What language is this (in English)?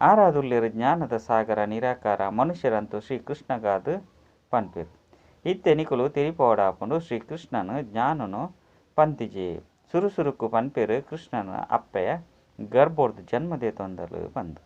Tulu